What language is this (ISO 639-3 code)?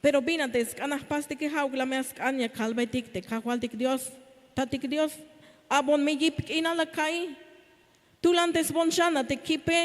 tzh